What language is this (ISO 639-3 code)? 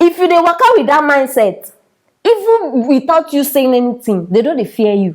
pcm